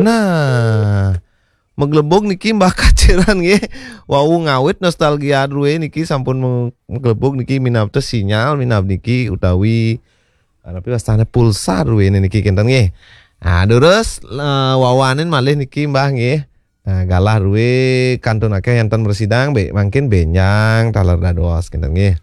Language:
Balinese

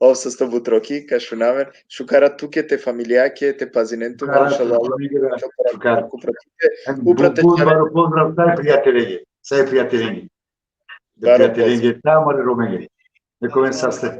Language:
Balkan Romani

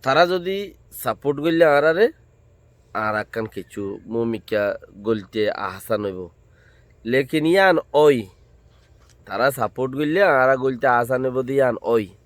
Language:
Rohingya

